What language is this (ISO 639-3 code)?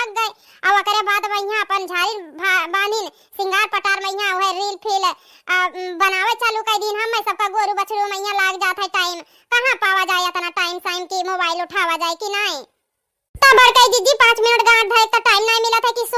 awa